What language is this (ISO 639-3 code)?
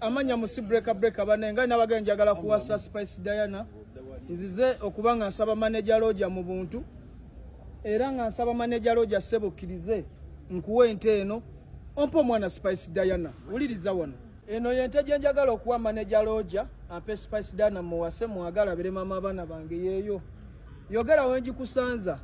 lug